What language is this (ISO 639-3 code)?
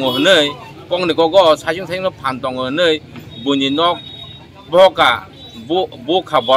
trp